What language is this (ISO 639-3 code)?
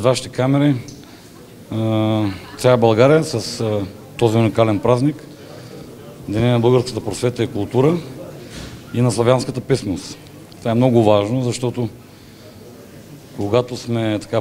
bul